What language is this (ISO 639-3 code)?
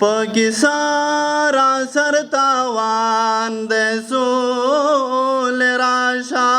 pus